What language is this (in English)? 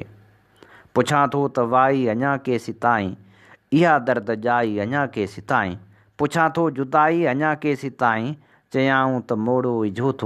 Sindhi